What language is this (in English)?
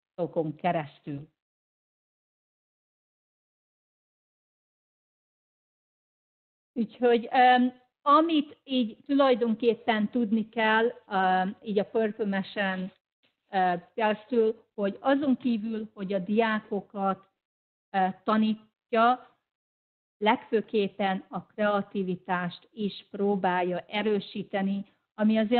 Hungarian